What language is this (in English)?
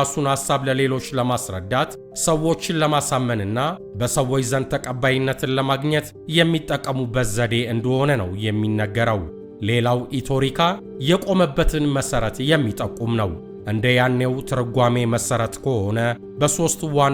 Amharic